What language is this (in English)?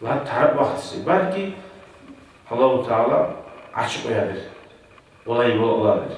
Kumyk